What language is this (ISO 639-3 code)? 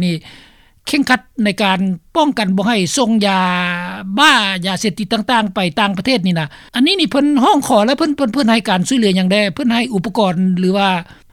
lao